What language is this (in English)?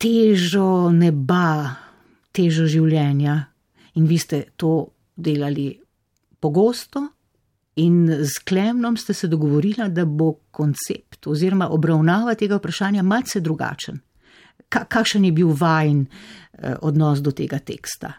Slovenian